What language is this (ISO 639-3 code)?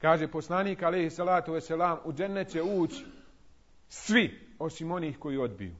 bos